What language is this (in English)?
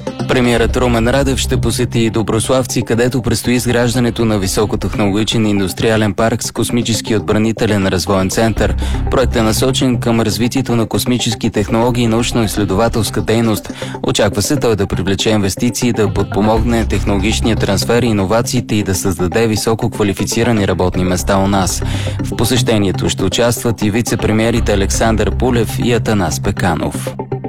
Bulgarian